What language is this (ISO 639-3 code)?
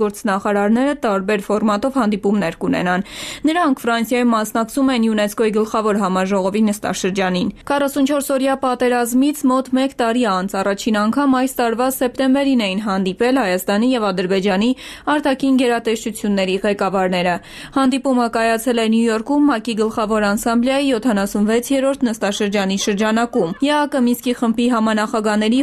hye